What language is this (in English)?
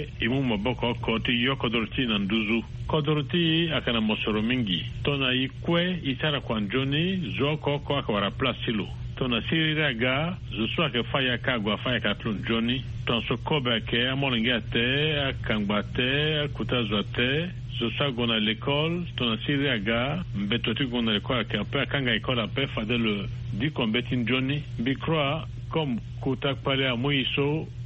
Sango